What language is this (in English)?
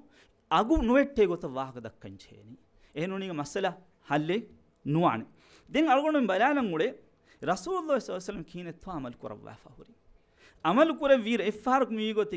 Divehi